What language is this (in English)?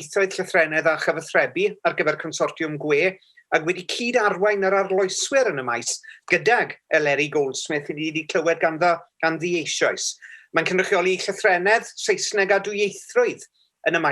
Welsh